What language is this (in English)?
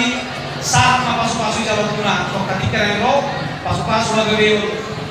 Batak Toba